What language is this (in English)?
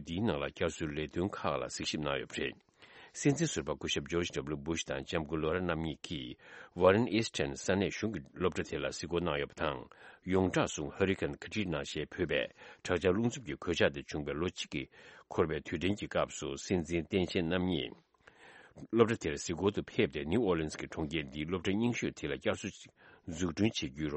Tibetan